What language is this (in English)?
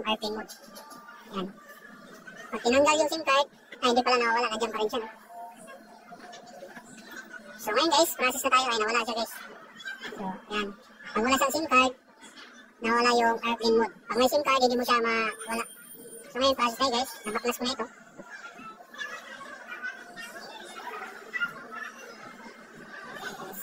Filipino